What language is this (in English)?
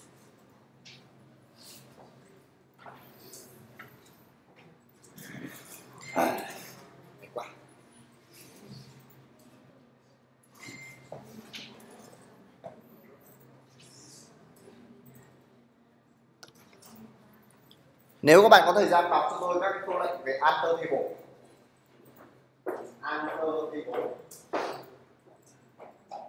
Vietnamese